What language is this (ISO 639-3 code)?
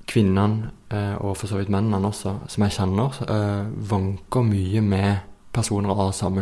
nor